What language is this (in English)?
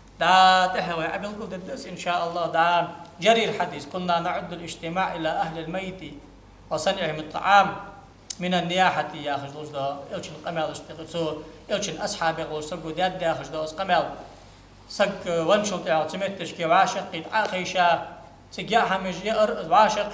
Ingush